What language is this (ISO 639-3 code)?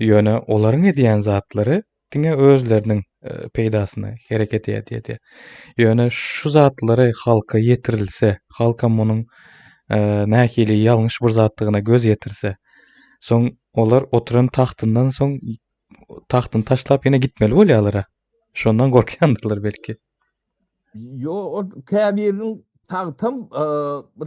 tuk